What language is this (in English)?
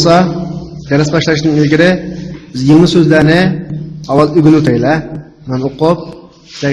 Uyghur